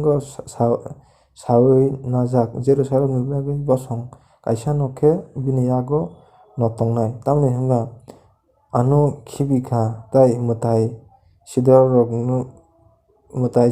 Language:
Kok Borok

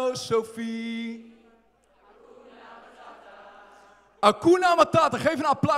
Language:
Dutch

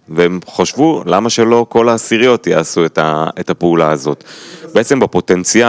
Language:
Hebrew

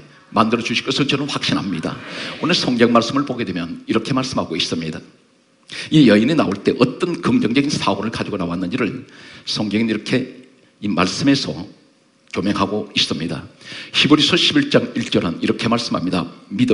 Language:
Korean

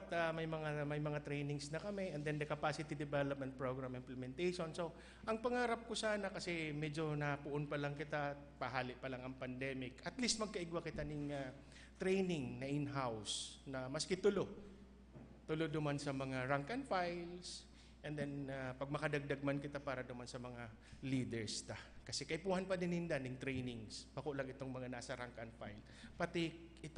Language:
Bikol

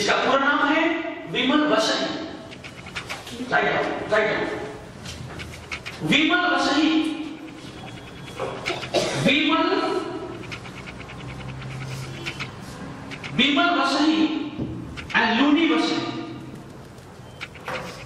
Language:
Hindi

